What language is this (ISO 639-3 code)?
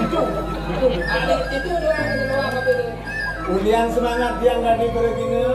ban